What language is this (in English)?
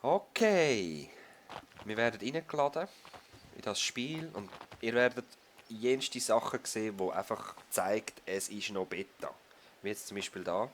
Swiss German